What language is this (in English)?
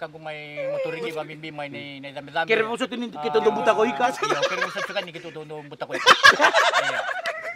Fijian